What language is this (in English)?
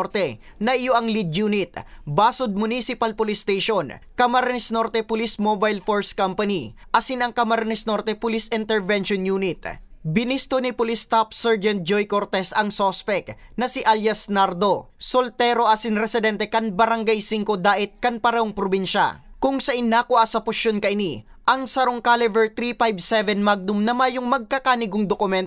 Bikol